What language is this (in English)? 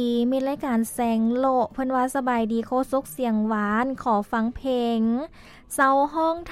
Lao